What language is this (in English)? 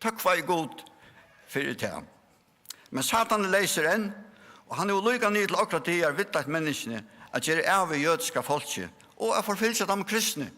Faroese